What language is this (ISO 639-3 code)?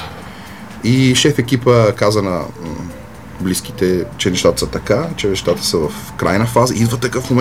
bul